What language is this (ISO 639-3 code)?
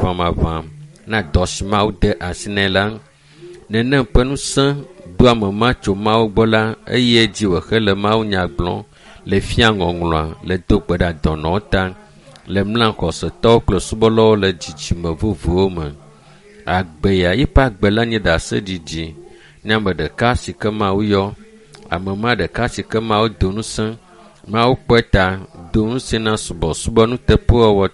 ewe